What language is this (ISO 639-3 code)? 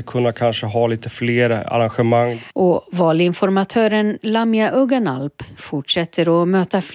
swe